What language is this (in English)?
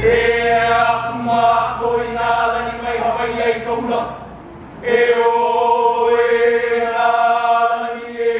Hawaiian